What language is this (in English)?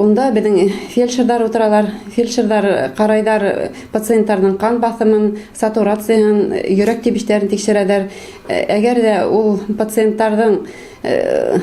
Bashkir